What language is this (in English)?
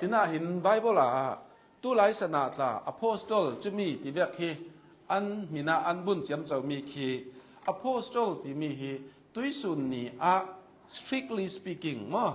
Hakha Chin